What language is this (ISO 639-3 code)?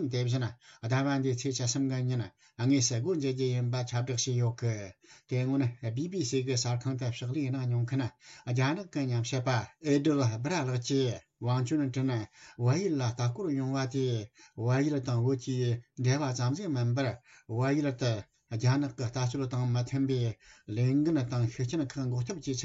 bod